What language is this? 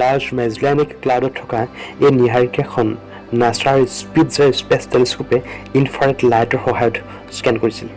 Assamese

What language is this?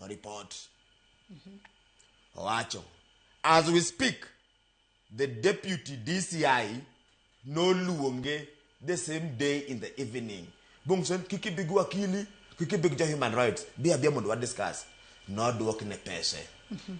Luo (Kenya and Tanzania)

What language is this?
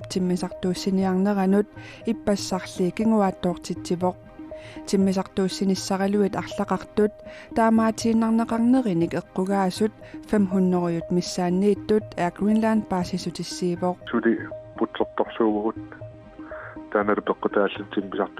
Kalaallisut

